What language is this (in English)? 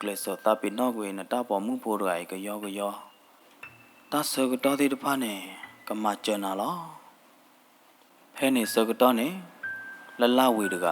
S'gaw Karen